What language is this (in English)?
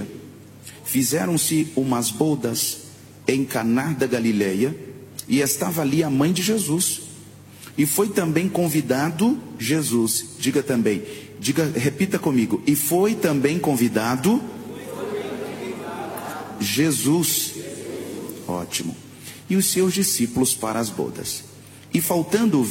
Portuguese